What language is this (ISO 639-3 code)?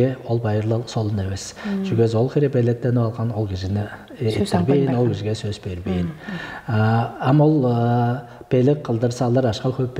tyv